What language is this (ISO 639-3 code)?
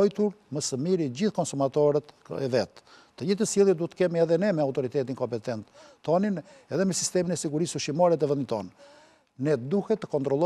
sqi